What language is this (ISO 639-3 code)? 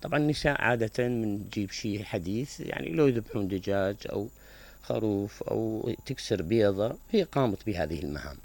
acm